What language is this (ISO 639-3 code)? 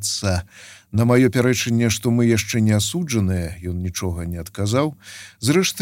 bel